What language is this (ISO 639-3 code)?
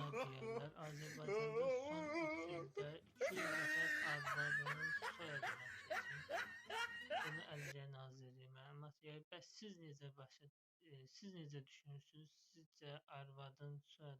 aze